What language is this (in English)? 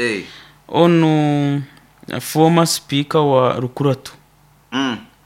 Nyoro